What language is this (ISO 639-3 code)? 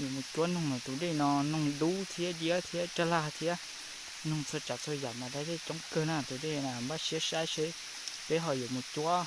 hmn